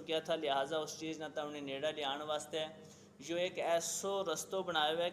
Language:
Gujari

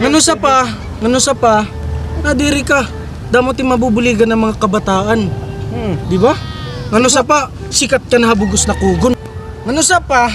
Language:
Waray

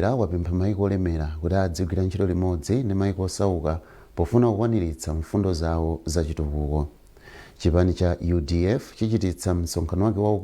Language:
Nyanja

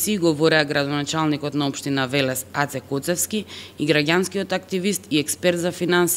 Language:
Macedonian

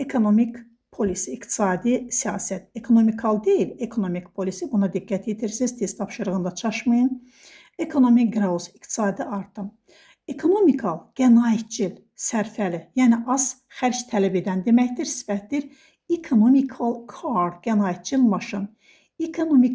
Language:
Azerbaijani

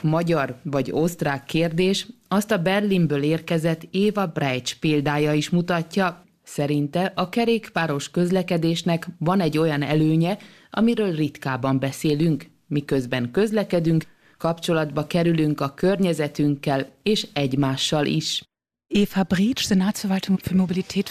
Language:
Hungarian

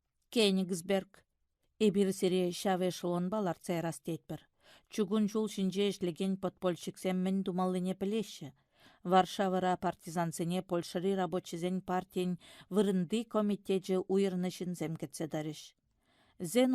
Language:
Chuvash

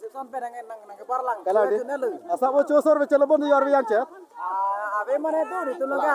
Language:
Karbi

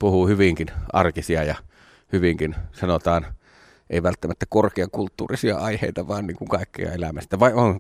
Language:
Finnish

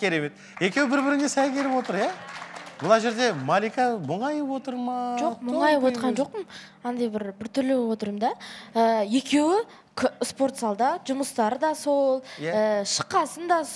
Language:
Kazakh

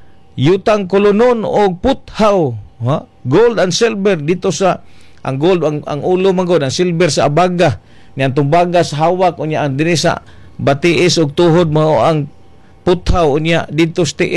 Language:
Cebuano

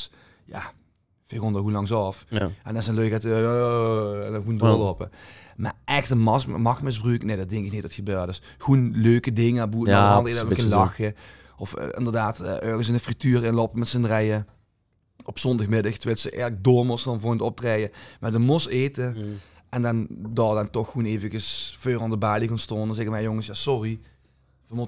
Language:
Limburgish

